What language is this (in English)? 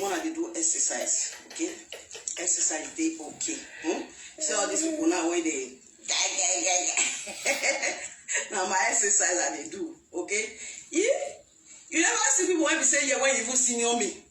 Nigerian Pidgin